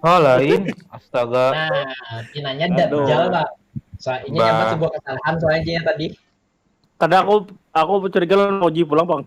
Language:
Banjar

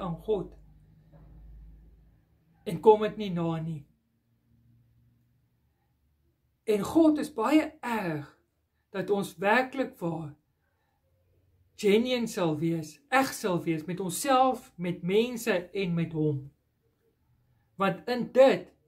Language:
Afrikaans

